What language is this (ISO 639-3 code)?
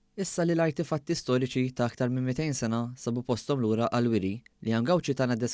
mlt